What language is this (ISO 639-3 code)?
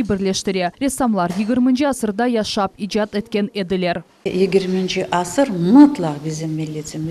crh